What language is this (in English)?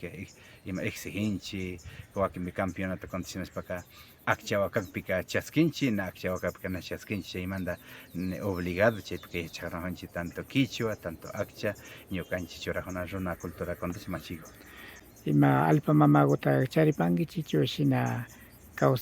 Imbabura Highland Quichua